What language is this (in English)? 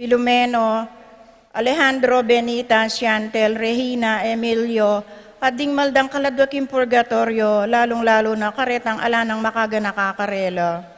Pampanga